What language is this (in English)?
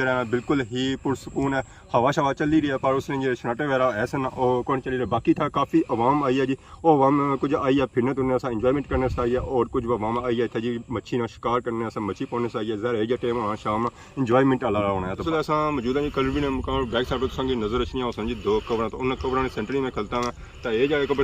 Pahari-Potwari